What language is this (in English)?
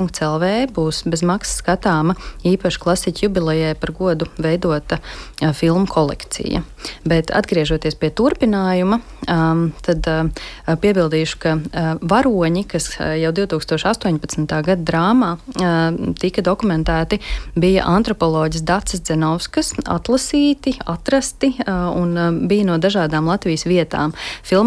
Latvian